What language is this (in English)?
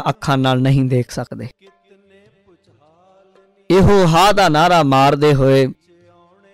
Punjabi